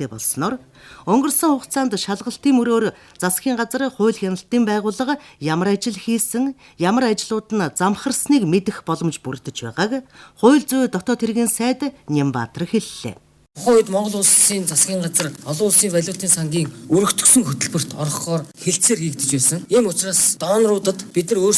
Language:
Mongolian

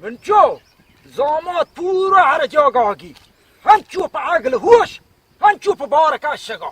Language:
Baluchi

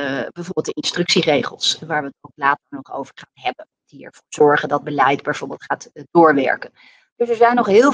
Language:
Dutch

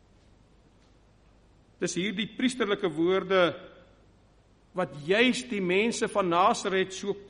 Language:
Afrikaans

